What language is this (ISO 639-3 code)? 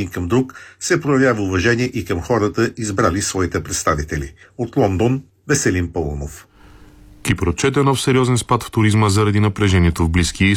bul